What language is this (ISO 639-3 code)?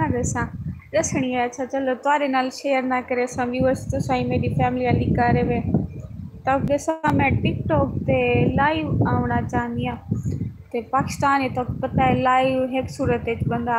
skr